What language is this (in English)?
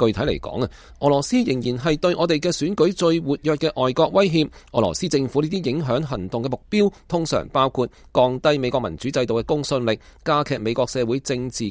Cantonese